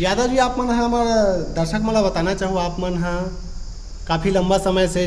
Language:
Chhattisgarhi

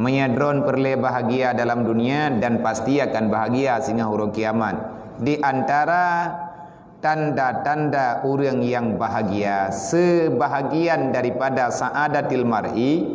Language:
Achinese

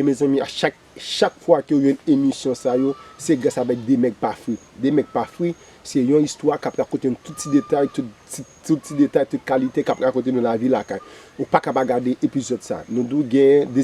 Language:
Haitian Creole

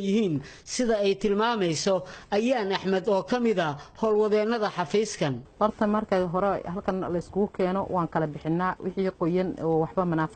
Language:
Somali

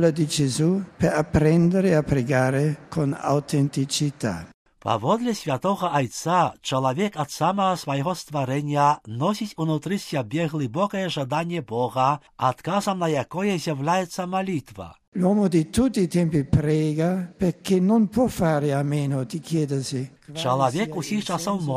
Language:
Belarusian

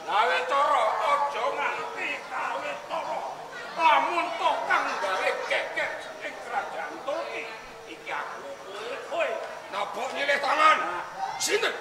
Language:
Javanese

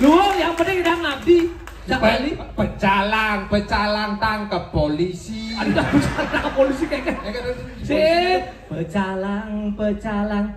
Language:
Balinese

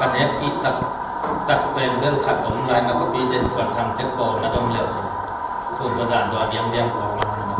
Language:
Tedim Chin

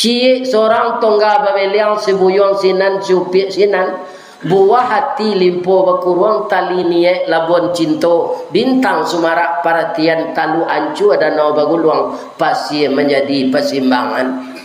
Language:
Minangkabau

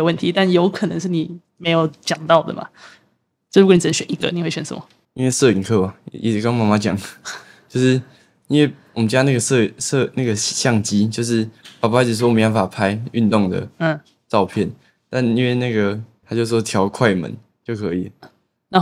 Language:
Chinese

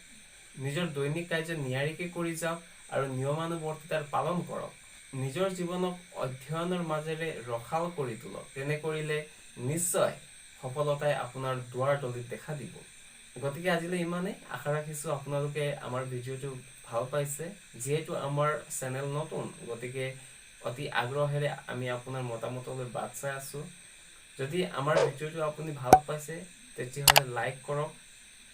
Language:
Assamese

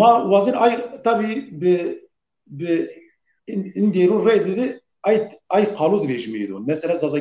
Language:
Zaza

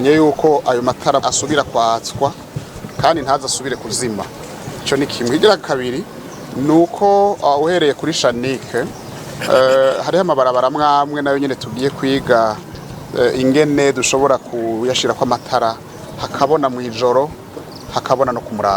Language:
Rundi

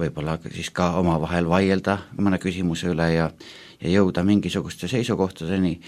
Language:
Estonian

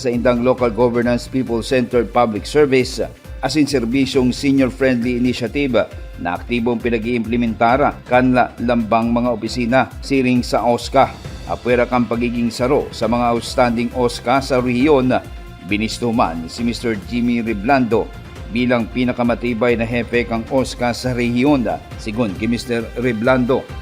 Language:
Bikol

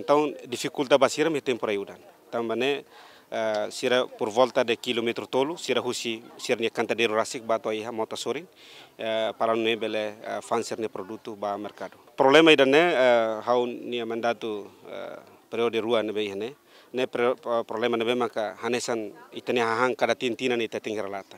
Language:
Tetum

